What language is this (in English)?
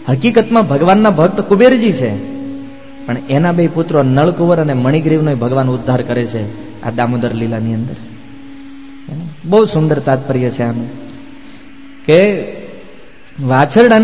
Gujarati